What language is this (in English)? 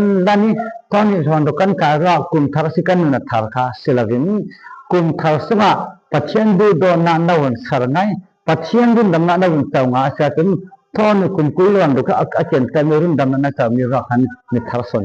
Falam Chin